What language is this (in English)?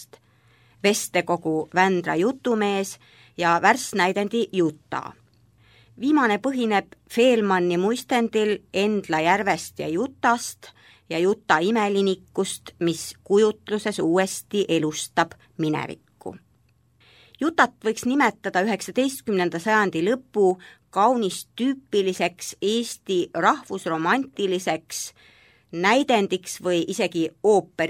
Estonian